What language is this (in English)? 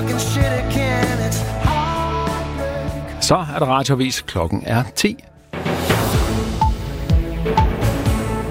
Danish